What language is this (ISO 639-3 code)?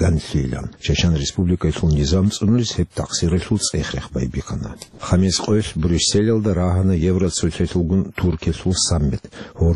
ava